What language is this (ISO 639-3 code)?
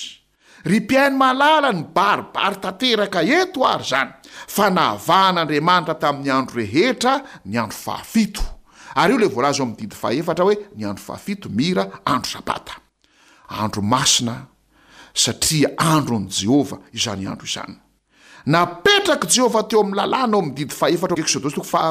mlg